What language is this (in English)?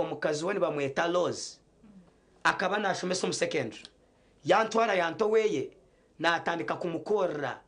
Nyankole